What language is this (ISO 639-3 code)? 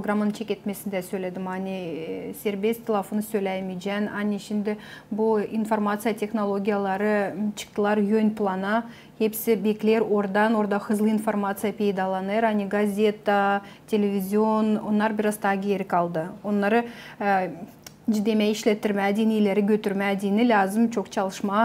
gag